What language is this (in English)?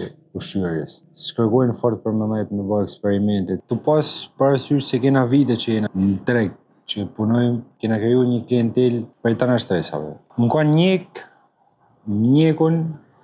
Albanian